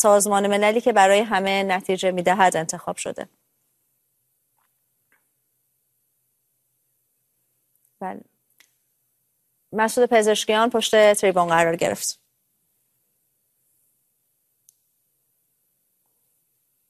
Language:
Persian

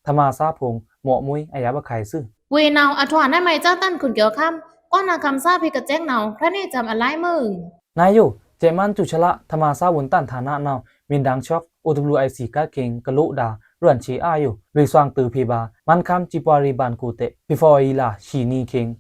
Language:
Pa'o Karen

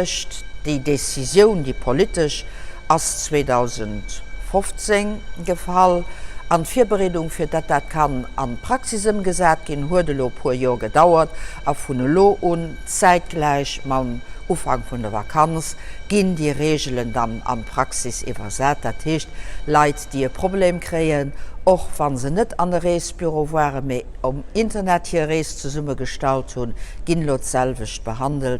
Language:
Luxembourgish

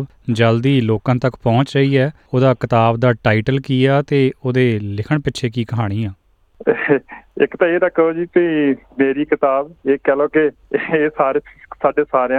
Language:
Punjabi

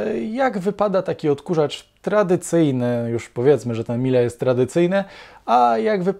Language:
Polish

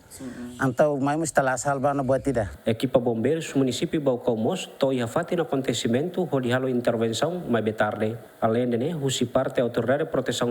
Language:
Tetum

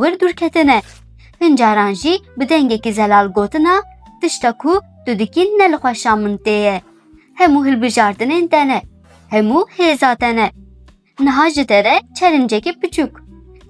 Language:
Kurdish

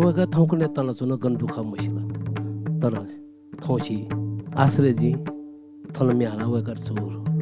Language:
Newari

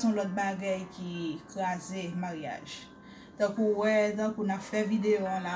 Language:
Haitian Creole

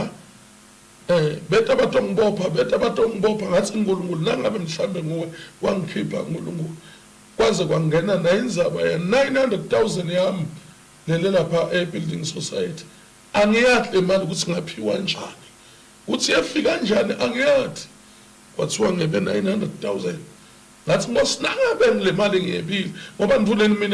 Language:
Zulu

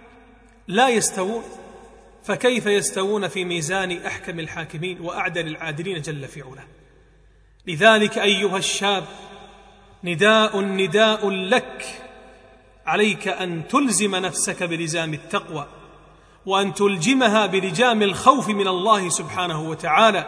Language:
Arabic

